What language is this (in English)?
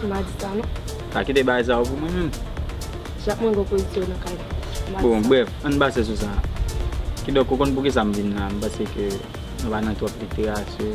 Haitian Creole